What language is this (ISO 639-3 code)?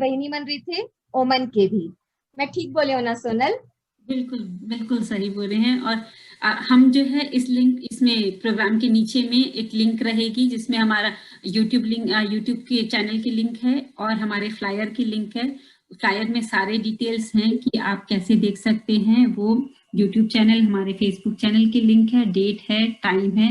hne